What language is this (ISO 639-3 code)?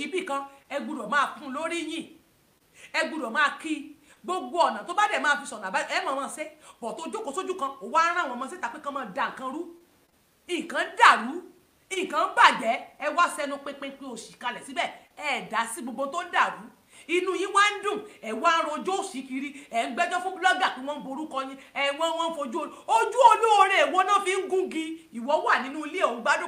yor